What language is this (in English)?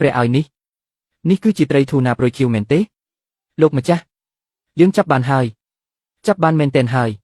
Khmer